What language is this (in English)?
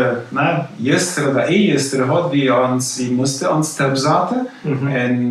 Plautdietsch